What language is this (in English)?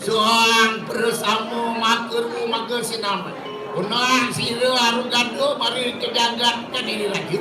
Balinese